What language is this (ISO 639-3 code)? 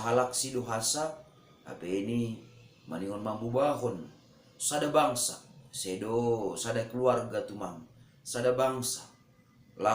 bts